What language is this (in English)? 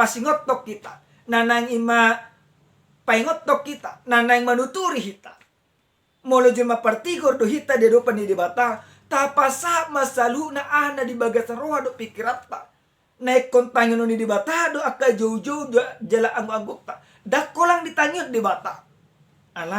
Batak Toba